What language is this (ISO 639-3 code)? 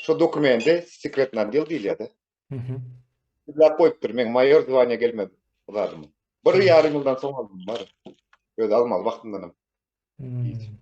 tuk